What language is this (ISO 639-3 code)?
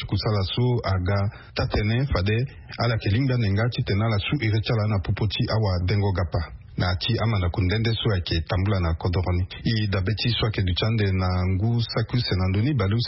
sag